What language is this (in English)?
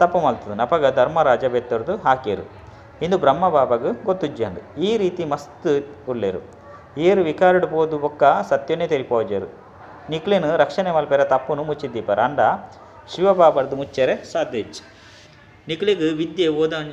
Tulu